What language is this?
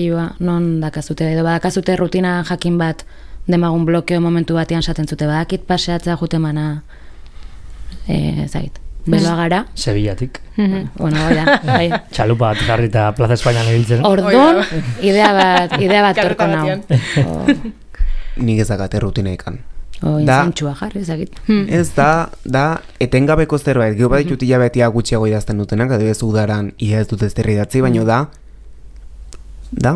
Basque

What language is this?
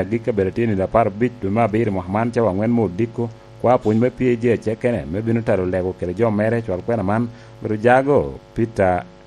Lango (Uganda)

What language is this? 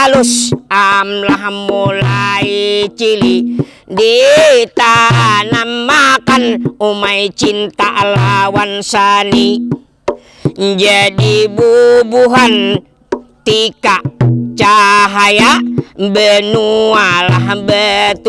Banjar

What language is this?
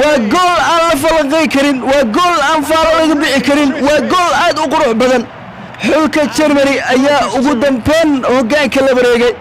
Somali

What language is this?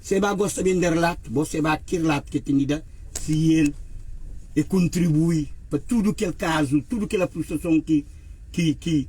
Kabuverdianu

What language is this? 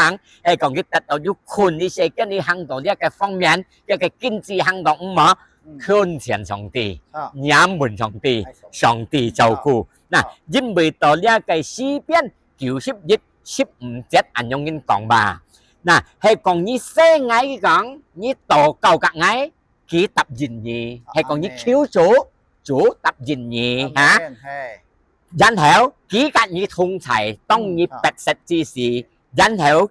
Hakka Chinese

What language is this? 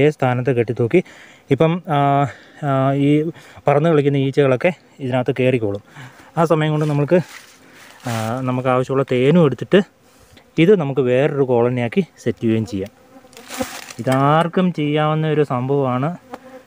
Malayalam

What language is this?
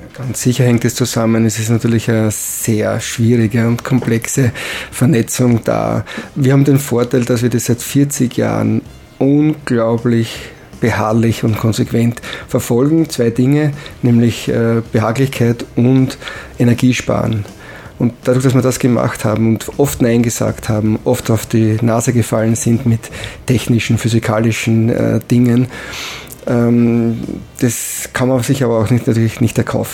German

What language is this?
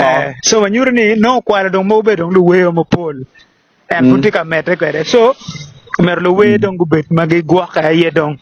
Acoli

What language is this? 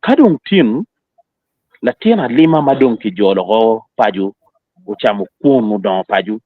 Acoli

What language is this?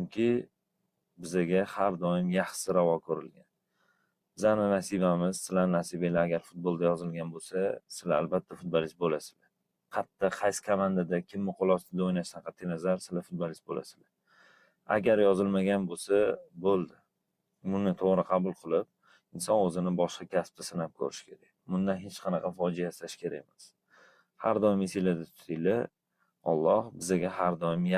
Uzbek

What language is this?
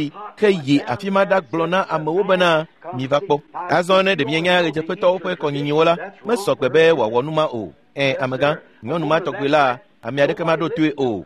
Ewe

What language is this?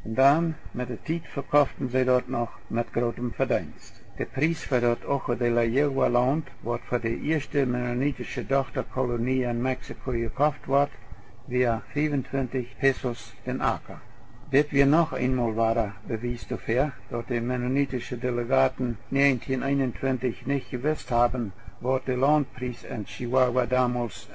Plautdietsch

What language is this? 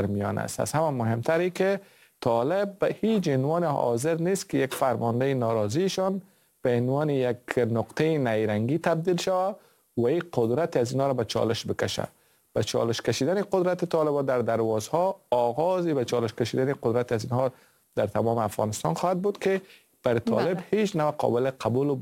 Persian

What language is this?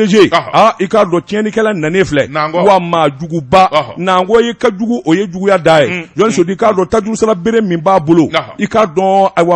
Bambara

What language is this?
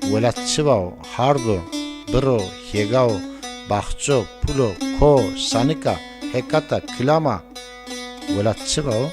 Zaza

